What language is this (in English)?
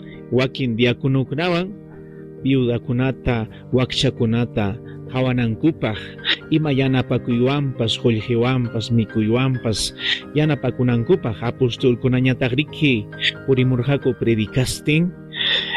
Ayacucho Quechua